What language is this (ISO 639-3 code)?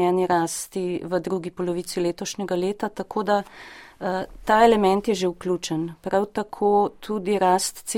slv